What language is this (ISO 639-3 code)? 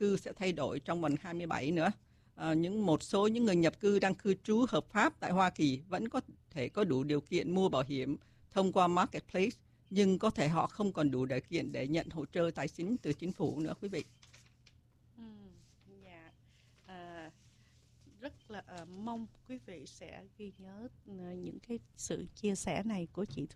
vie